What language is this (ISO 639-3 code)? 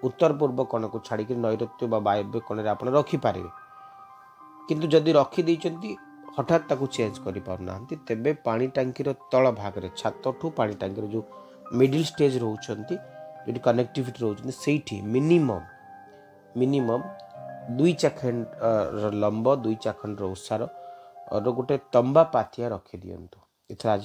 ori